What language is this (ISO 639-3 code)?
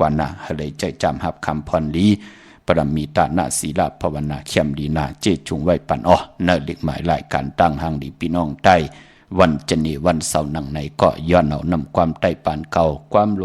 shn